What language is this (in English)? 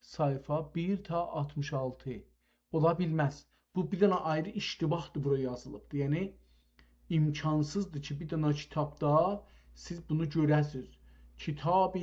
South Azerbaijani